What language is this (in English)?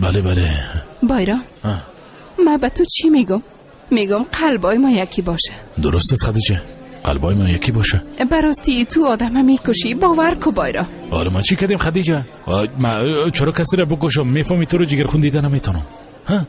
Persian